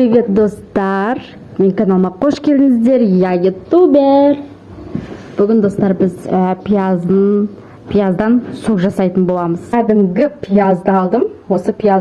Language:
Kazakh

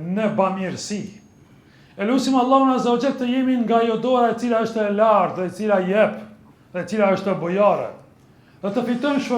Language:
Albanian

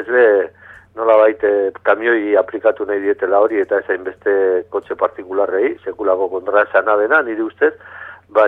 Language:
Basque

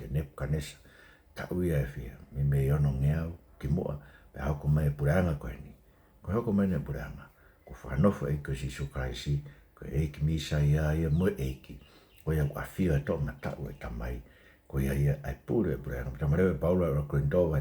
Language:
Tongan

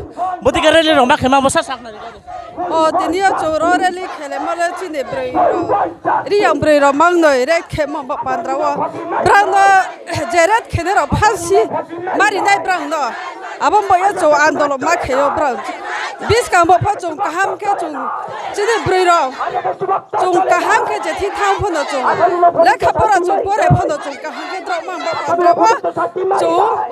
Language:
Riang (India)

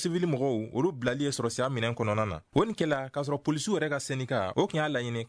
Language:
Bambara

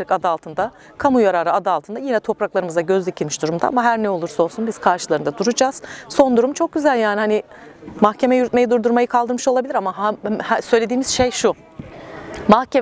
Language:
Turkish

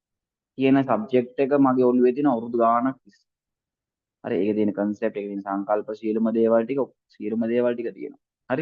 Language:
Sinhala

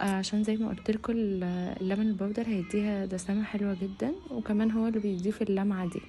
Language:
Egyptian Arabic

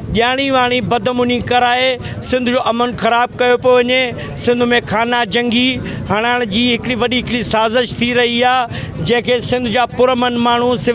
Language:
Sindhi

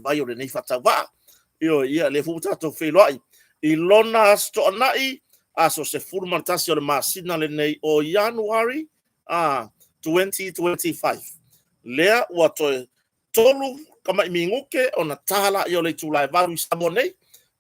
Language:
Samoan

